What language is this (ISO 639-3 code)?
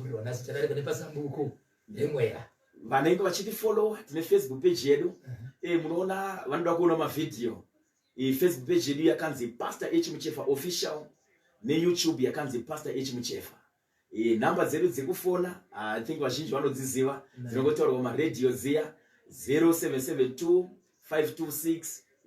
sna